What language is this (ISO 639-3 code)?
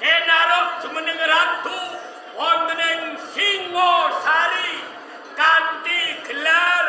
jav